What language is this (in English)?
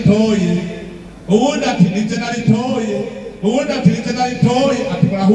Rundi